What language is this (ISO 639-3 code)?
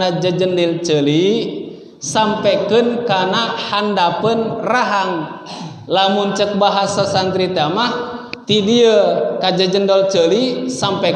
sun